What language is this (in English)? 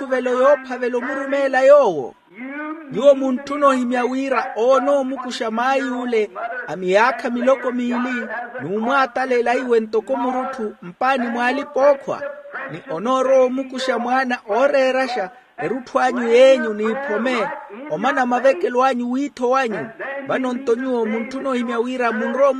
Makhuwa